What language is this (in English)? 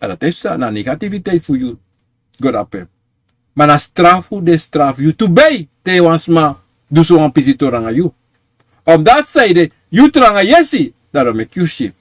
Sranan Tongo